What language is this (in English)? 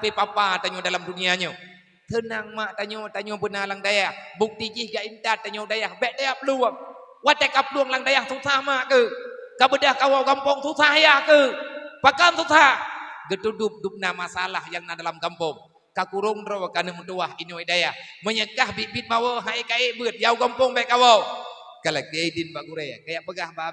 Achinese